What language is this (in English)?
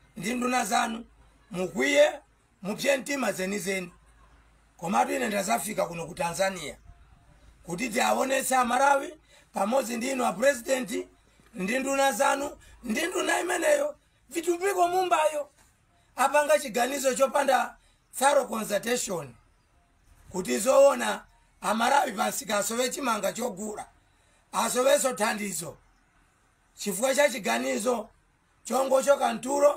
Nyanja